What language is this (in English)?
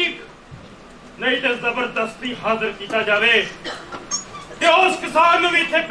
Punjabi